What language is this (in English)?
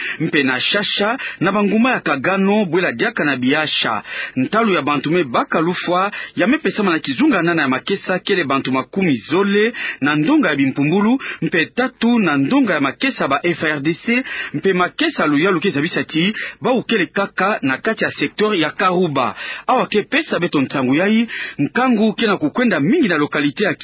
Kituba (Democratic Republic of Congo)